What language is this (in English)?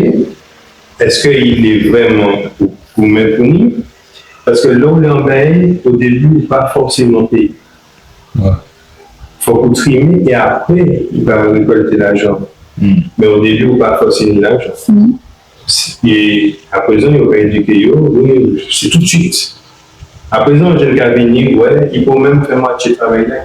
Guadeloupean Creole French